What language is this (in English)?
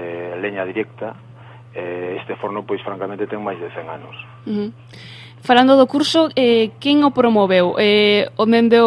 Galician